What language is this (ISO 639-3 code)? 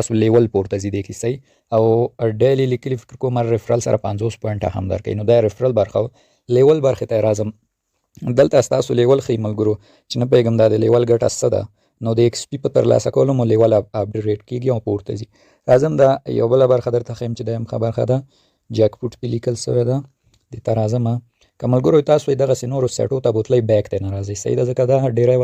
pus